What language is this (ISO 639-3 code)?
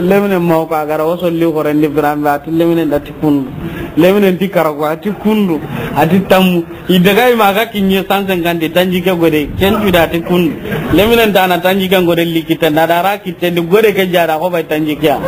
snk